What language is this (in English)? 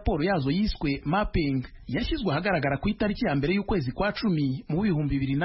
Kinyarwanda